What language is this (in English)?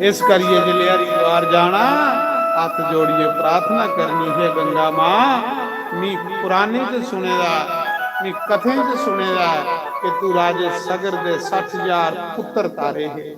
Dogri